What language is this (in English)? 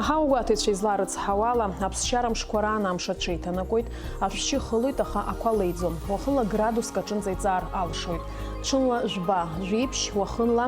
Abkhazian